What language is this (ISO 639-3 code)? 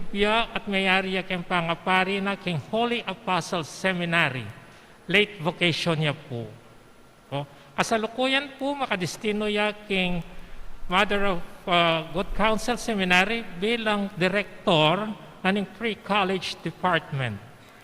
pam